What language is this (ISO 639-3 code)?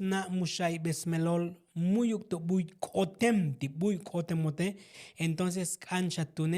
tzo